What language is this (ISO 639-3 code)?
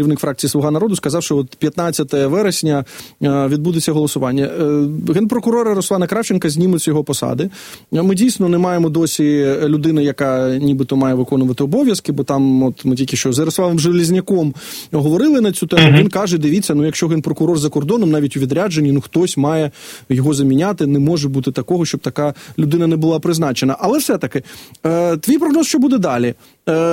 ukr